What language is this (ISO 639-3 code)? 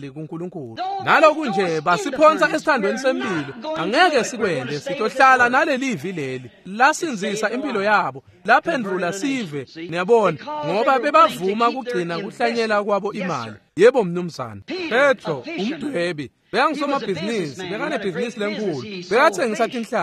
ssw